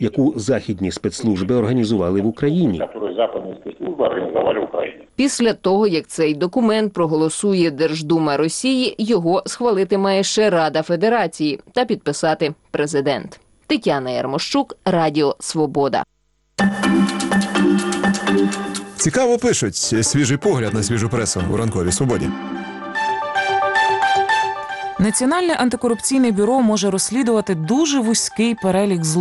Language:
Ukrainian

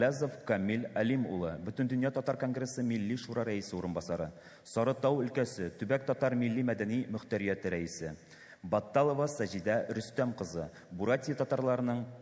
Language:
Tatar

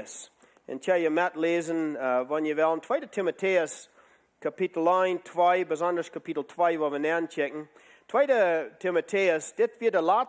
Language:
Plautdietsch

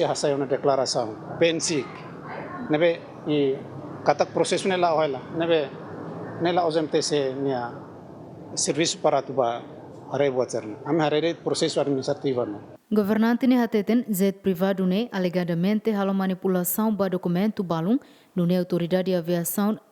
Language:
Tetum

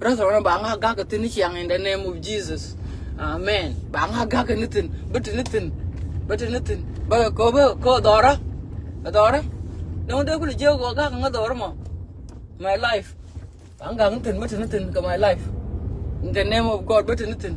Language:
Nuer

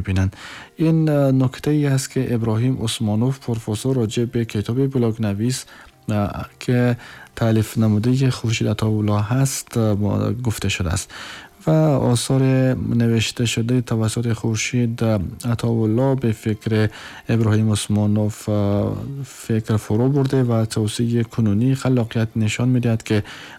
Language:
Tajik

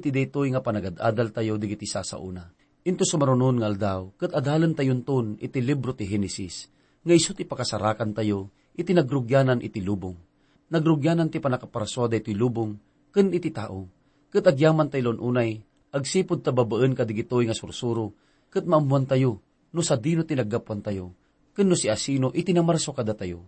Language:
Iloko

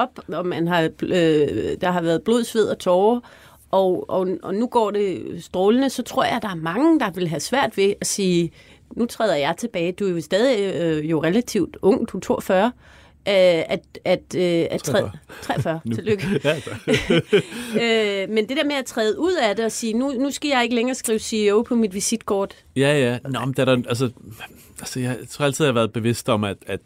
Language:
Danish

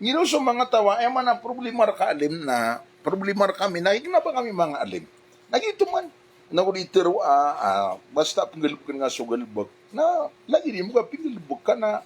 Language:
Maranao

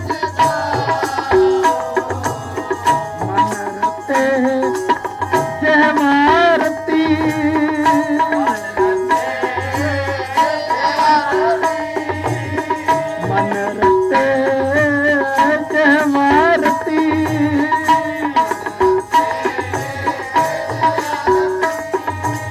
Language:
Punjabi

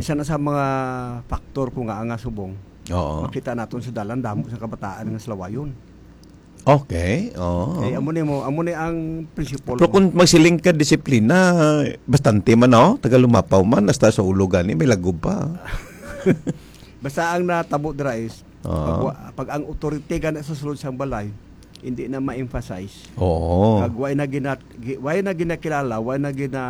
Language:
Hiligaynon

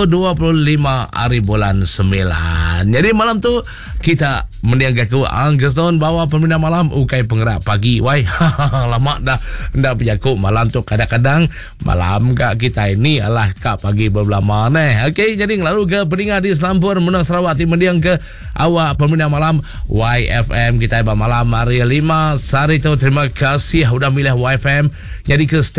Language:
Iban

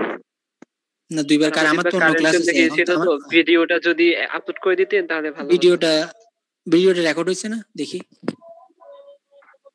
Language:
Bangla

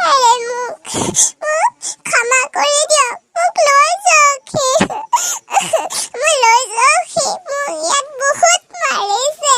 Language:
Assamese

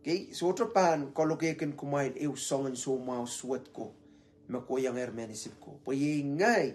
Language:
Pohnpeian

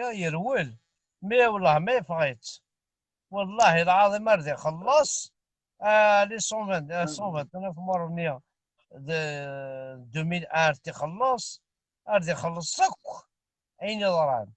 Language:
Kabyle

